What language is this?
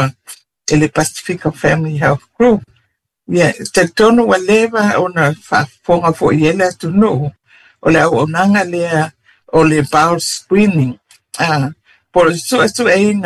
Samoan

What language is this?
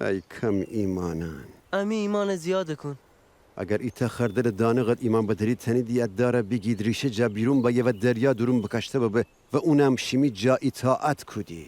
Gilaki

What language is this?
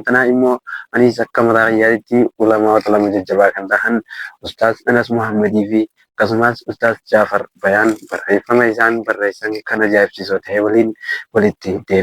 Oromo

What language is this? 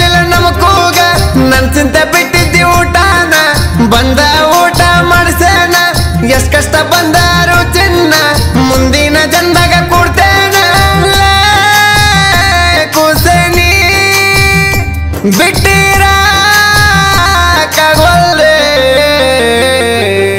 Kannada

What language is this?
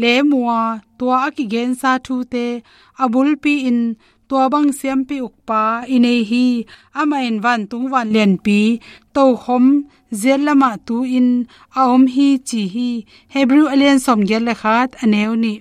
Tedim Chin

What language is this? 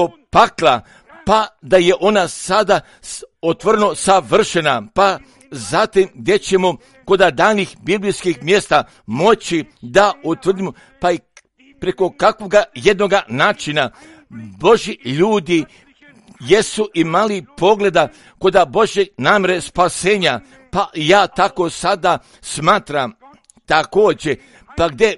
Croatian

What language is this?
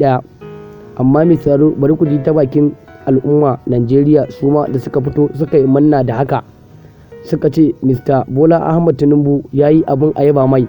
Hausa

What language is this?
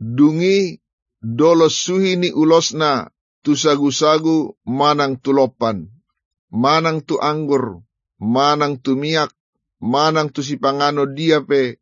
Batak Toba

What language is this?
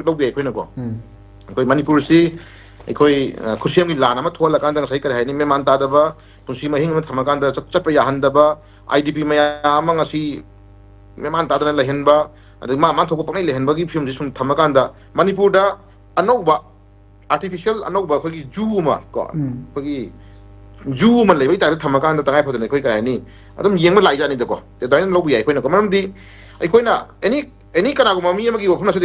Manipuri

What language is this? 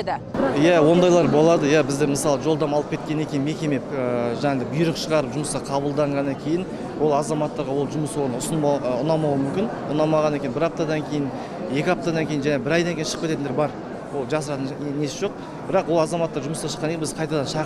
Kazakh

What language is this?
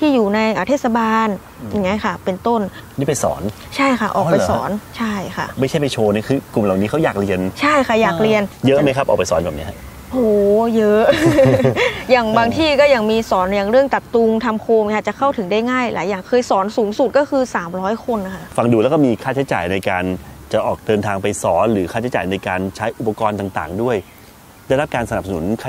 Thai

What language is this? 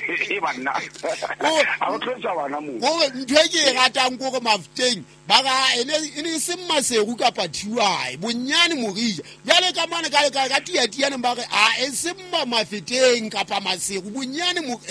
Southern Sotho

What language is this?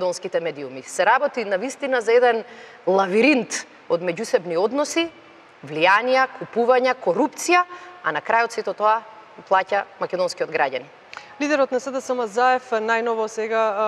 Macedonian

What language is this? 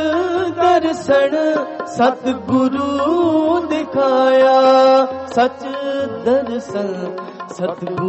Hindi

